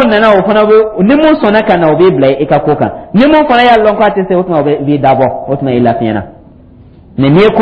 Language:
Dyula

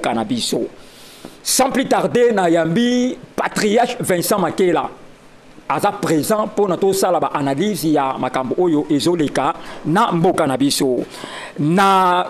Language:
Lingala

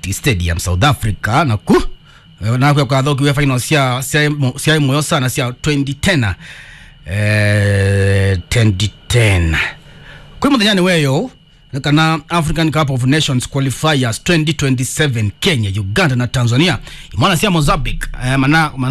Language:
Kamba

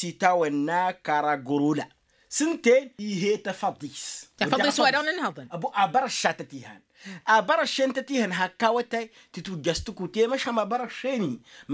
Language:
Tamasheq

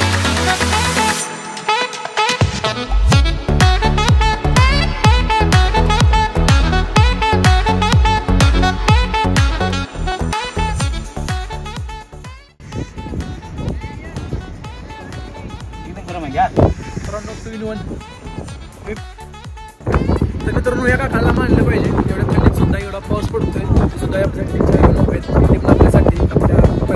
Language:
Marathi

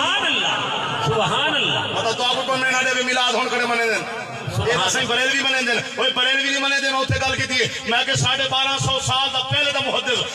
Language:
Saraiki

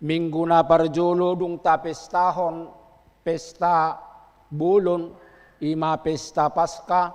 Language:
Batak Toba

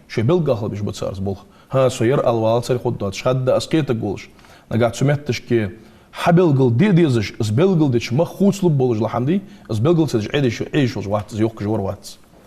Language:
Ingush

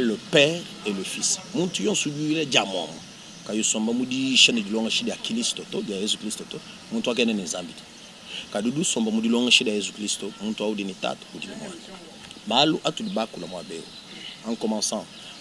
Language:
Luba-Lulua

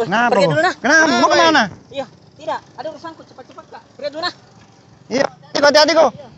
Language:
Makassar Malay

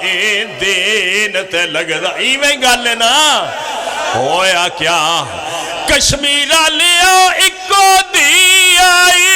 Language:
Pahari-Potwari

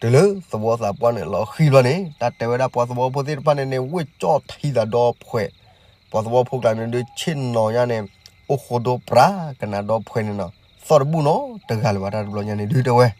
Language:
S'gaw Karen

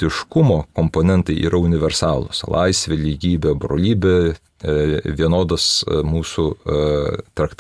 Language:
Lithuanian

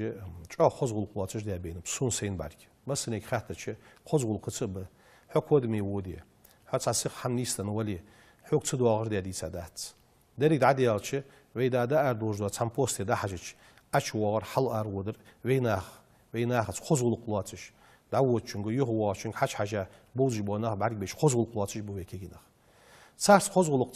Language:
Ingush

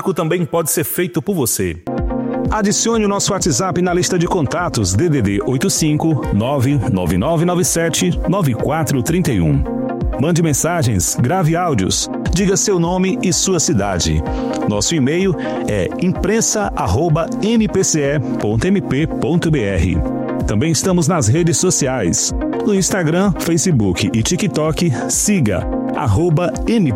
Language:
Portuguese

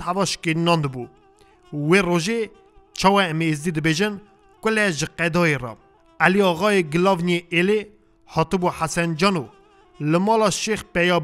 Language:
Kurdish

